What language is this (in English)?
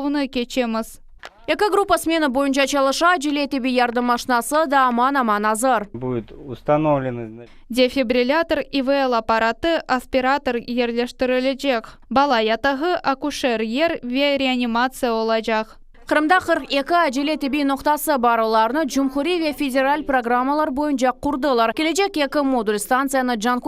Crimean Tatar